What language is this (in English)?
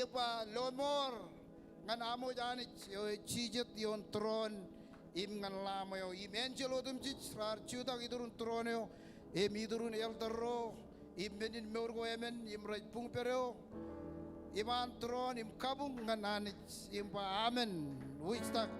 Marshallese